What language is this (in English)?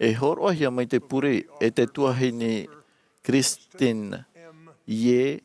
Tahitian